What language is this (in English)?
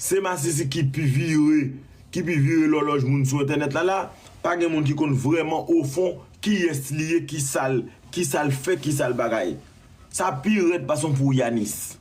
Haitian Creole